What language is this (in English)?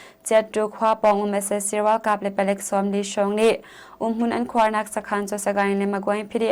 Hakha Chin